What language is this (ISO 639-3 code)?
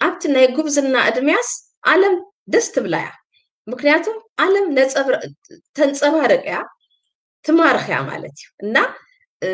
tir